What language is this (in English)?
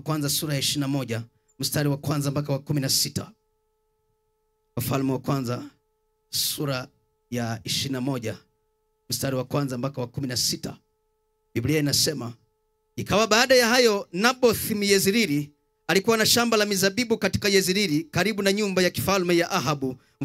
Swahili